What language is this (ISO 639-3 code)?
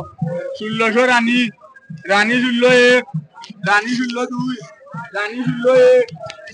syl